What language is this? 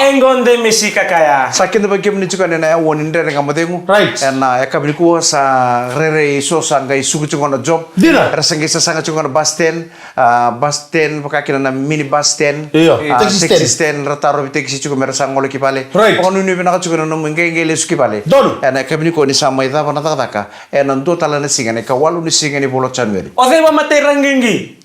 Fijian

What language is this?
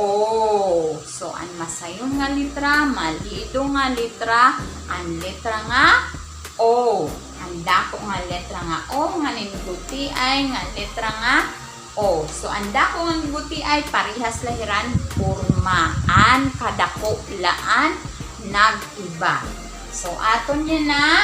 Waray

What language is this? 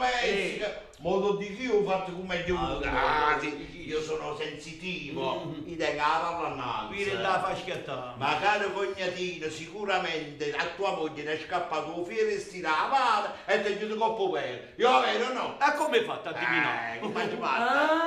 Neapolitan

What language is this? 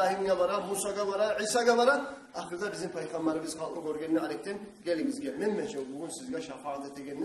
Kumyk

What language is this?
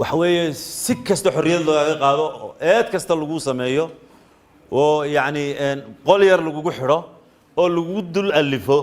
Somali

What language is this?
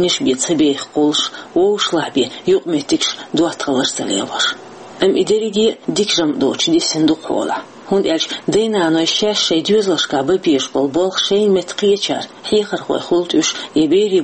Chechen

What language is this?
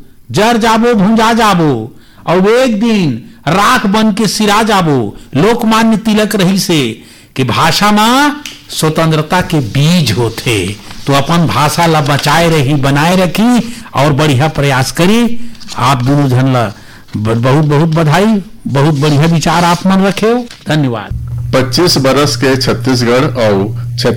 Chhattisgarhi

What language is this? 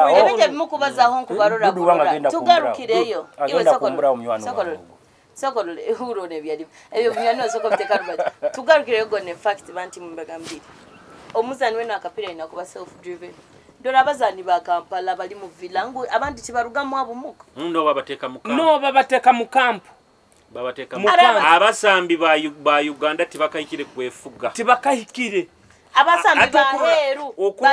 Nyoro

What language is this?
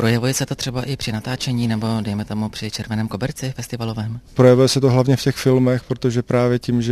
Czech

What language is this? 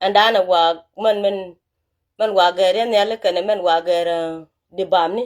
Nuer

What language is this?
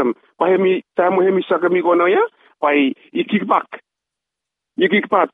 Bislama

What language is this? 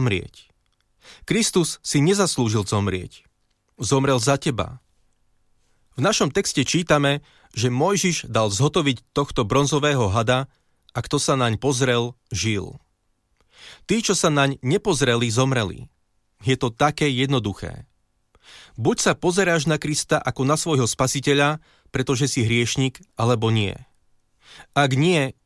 Slovak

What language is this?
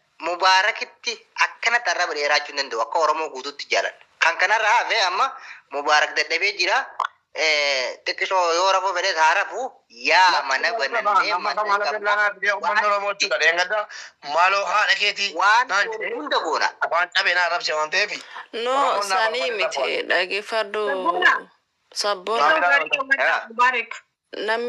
Oromo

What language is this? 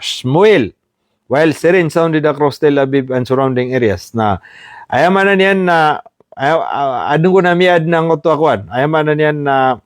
Maranao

